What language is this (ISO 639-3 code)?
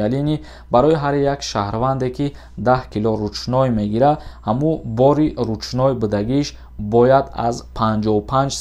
tgk